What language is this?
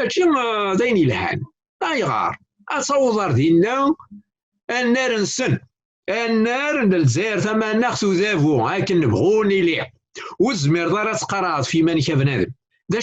Kabyle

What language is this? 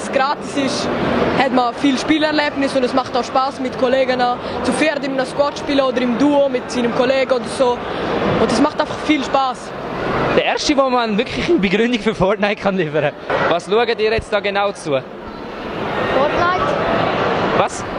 Swiss German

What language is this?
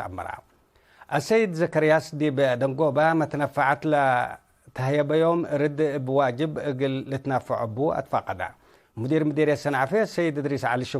Tigre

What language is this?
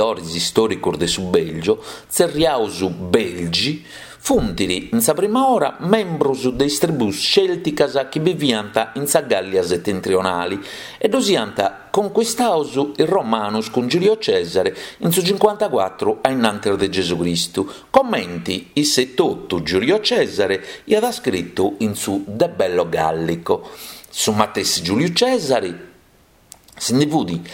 Sardinian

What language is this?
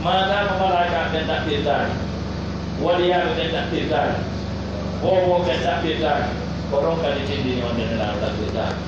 Pular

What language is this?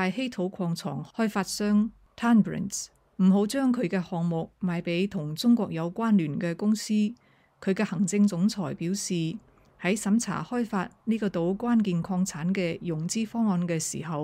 Cantonese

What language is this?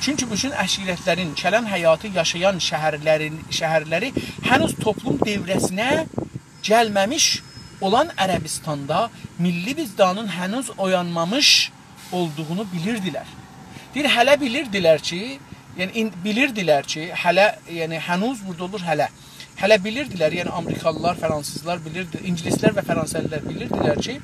South Azerbaijani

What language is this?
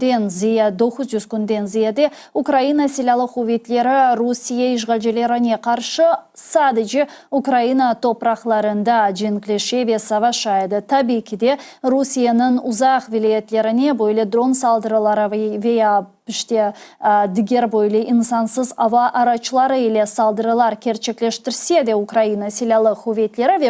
Crimean Tatar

